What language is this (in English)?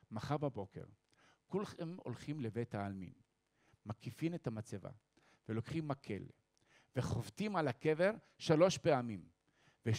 Hebrew